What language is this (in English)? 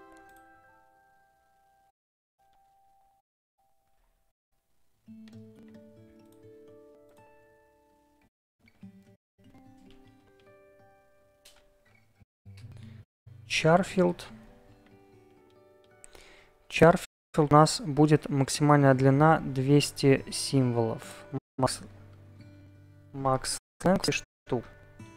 Russian